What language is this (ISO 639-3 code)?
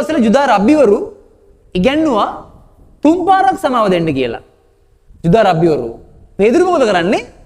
sin